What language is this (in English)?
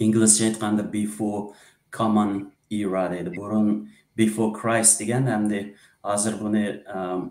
Uyghur